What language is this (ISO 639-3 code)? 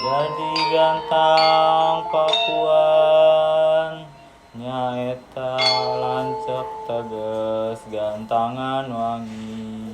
sun